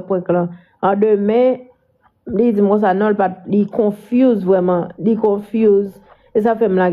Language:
Haitian Creole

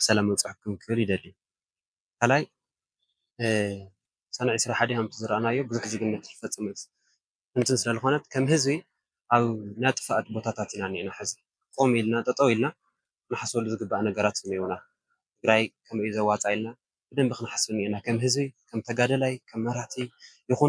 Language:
Tigrinya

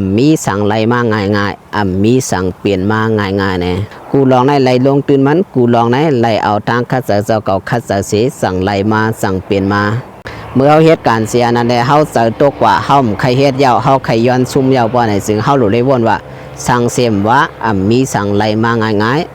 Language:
Shan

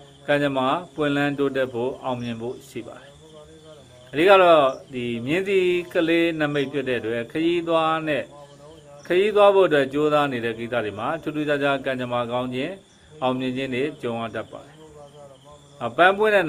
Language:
Burmese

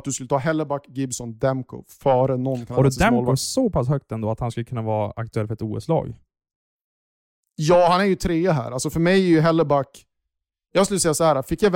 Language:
Swedish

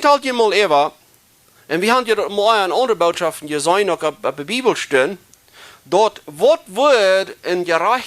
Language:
Plautdietsch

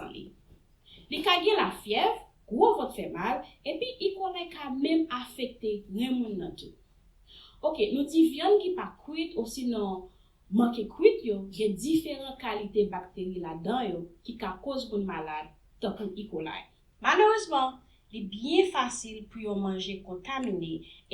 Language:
Haitian Creole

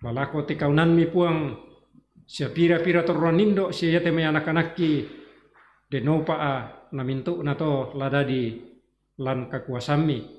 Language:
Toraja-Sa'dan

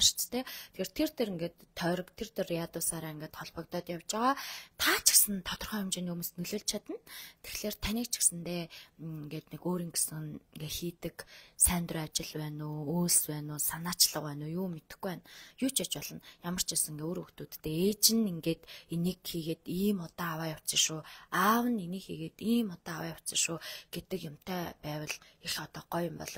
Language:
Mongolian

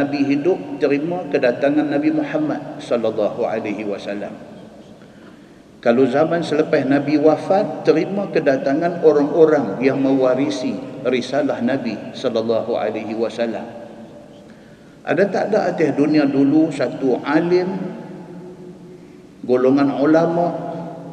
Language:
Malay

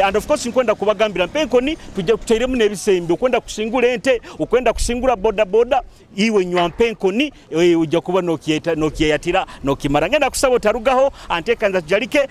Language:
Nyoro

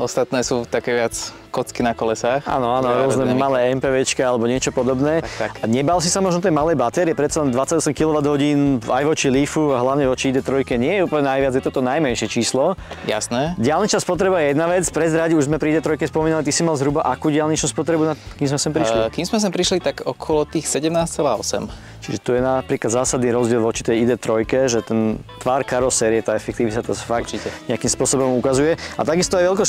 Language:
Slovak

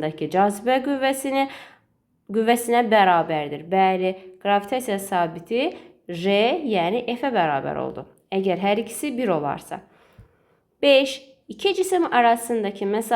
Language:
Azerbaijani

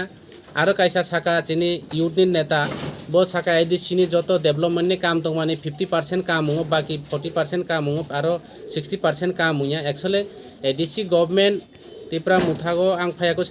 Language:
Kok Borok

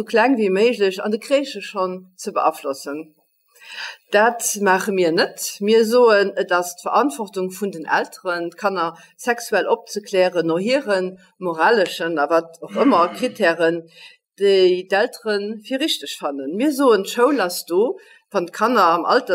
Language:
Luxembourgish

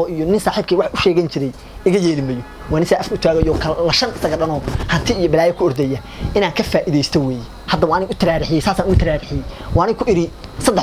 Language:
Somali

